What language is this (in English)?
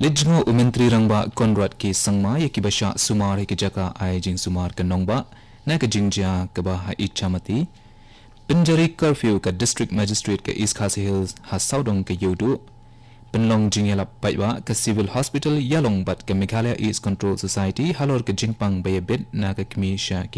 Khasi